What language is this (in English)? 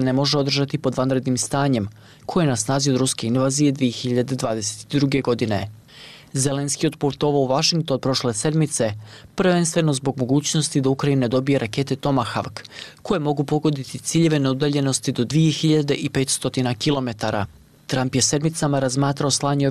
Bosnian